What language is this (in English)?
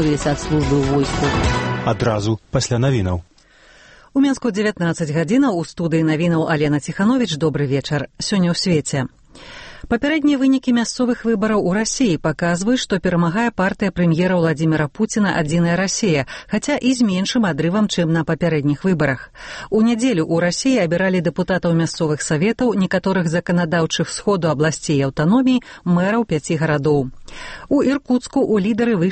Belarusian